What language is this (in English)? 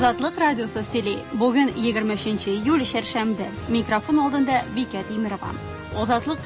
Tatar